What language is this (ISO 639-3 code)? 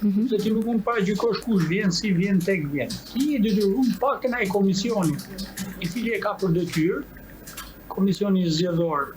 sqi